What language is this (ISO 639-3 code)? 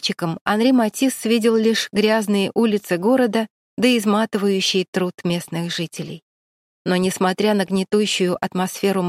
rus